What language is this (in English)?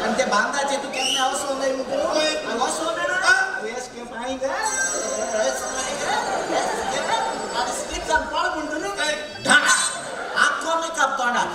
Konkani